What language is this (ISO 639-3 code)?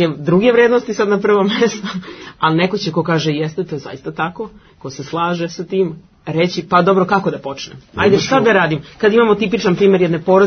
srp